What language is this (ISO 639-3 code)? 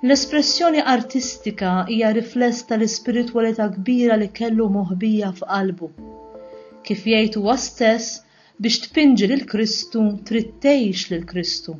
mlt